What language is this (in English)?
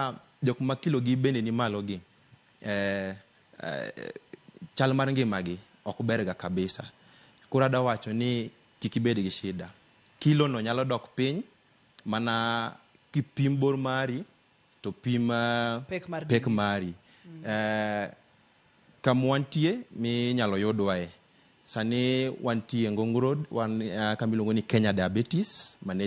Luo (Kenya and Tanzania)